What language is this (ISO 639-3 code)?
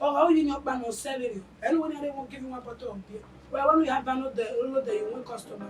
bin